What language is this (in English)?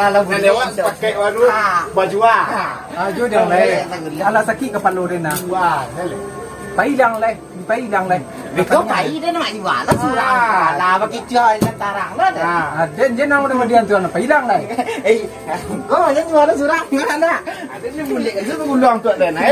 Minangkabau